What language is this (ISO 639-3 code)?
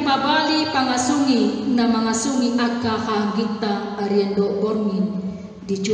bbc